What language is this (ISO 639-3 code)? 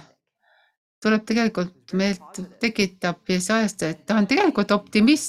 est